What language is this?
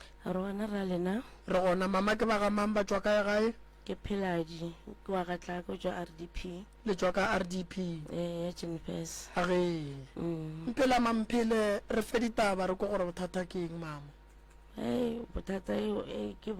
Northern Sotho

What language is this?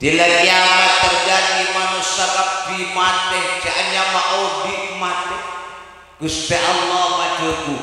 Madurese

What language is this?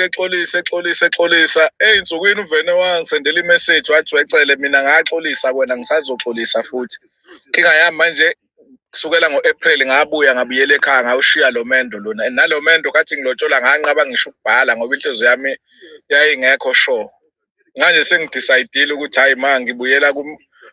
Zulu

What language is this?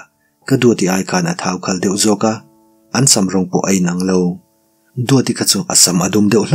Mizo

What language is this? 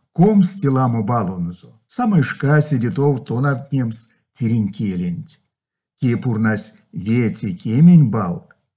Erzya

